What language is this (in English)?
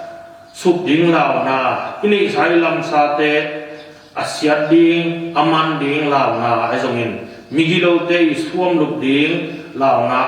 Tedim Chin